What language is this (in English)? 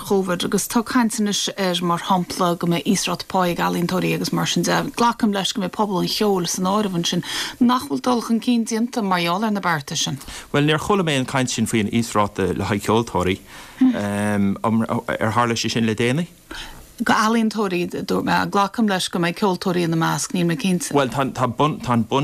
Irish